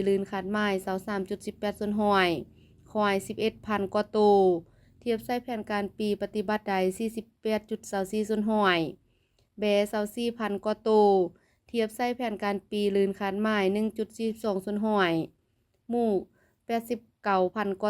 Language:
Lao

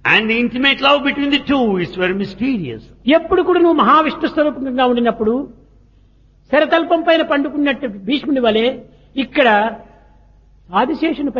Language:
Telugu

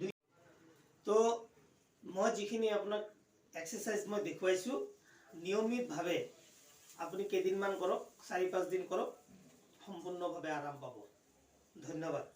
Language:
Assamese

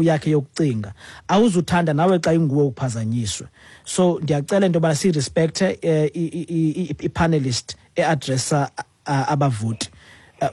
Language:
Xhosa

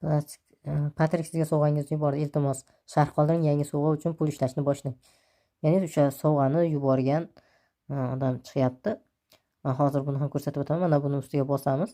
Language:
Uzbek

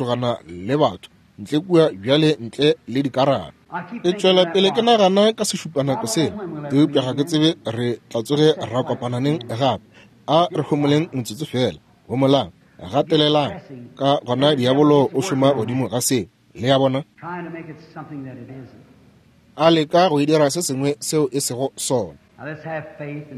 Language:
Northern Sotho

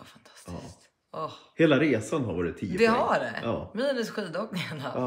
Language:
Swedish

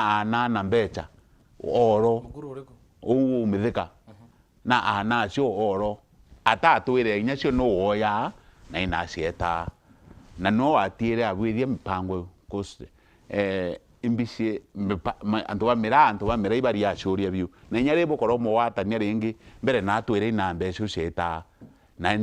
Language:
Meru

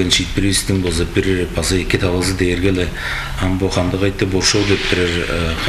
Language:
Tuvinian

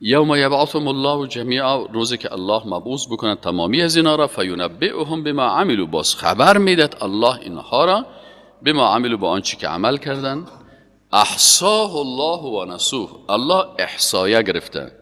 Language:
Persian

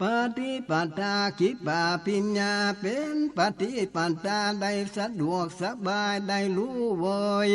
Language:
Northern Thai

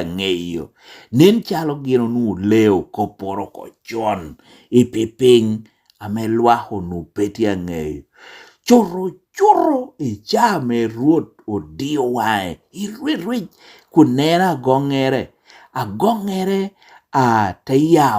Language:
Lango (Uganda)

